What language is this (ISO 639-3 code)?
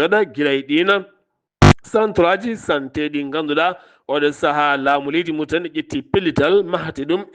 ful